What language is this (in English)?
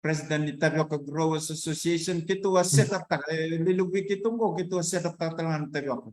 Fijian